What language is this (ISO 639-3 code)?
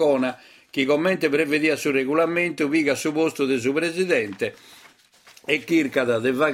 srd